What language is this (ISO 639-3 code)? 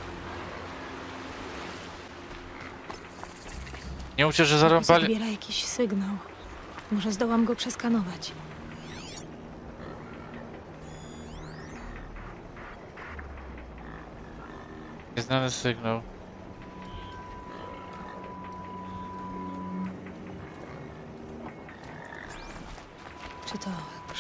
pol